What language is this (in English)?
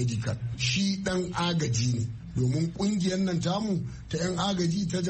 Hausa